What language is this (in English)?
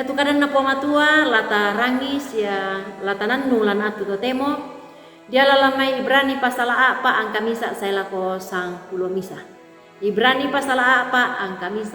Toraja-Sa'dan